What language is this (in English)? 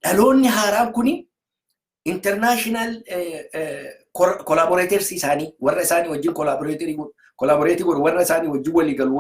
Oromo